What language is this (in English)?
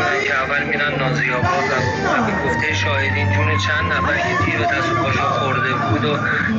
Persian